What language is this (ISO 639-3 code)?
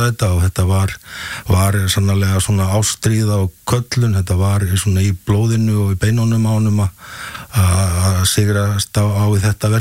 isl